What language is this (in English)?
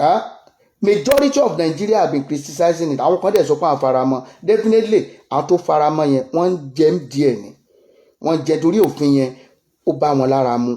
Yoruba